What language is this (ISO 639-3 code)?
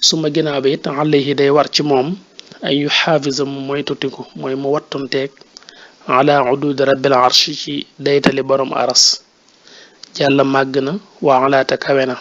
wol